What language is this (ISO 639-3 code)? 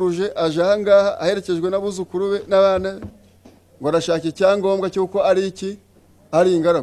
kin